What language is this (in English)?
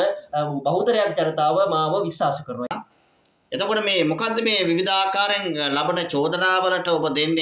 Sinhala